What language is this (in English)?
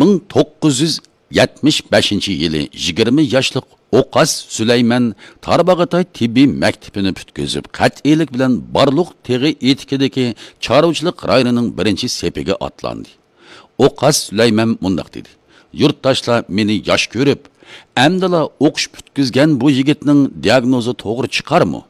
Uyghur